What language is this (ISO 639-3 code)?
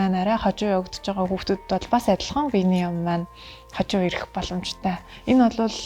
mon